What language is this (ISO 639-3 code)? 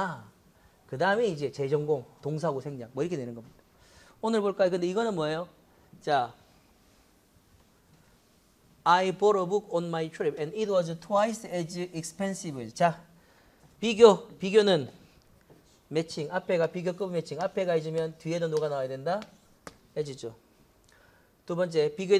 kor